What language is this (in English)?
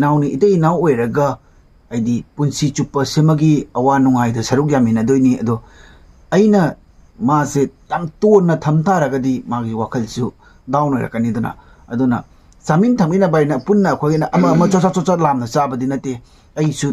Manipuri